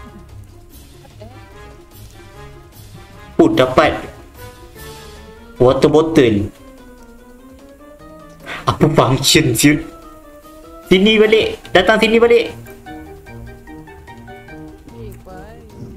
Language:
Malay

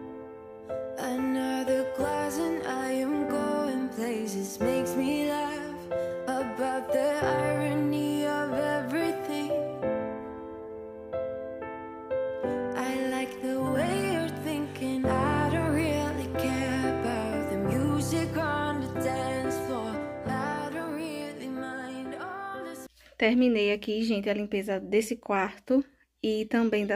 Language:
Portuguese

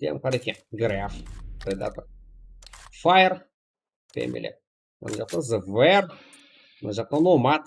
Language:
Kara-Kalpak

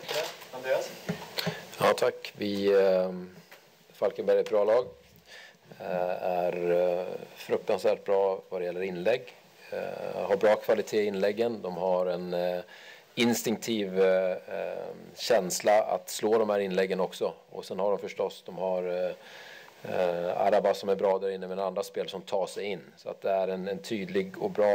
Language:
Swedish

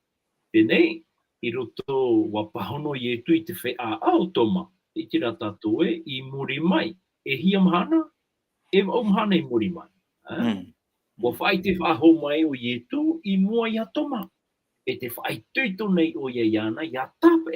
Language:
Tahitian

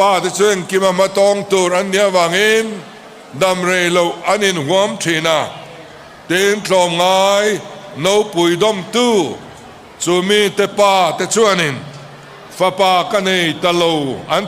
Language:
Hakha Chin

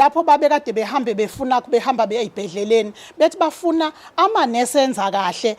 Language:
Zulu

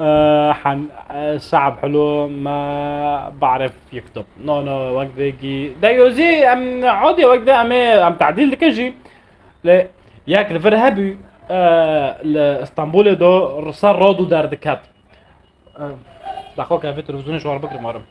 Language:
North Levantine Arabic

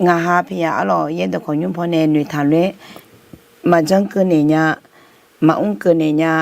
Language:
Akha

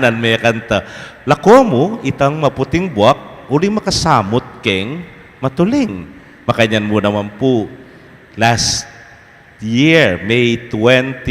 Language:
Pampanga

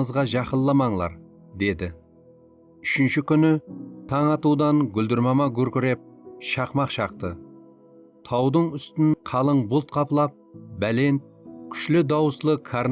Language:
Kara-Kalpak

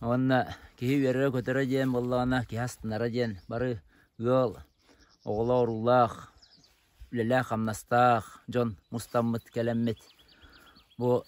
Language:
Yakut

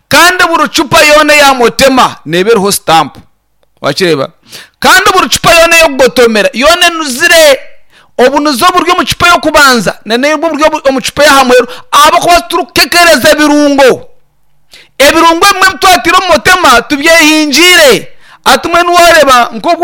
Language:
Nyankole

